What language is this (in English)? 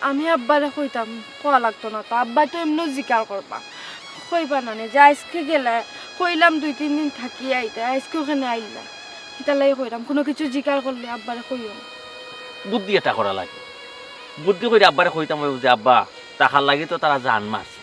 Sylheti